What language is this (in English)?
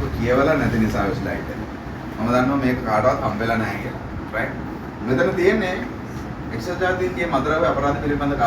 Sinhala